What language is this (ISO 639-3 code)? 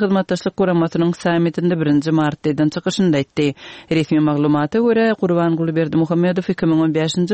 tuk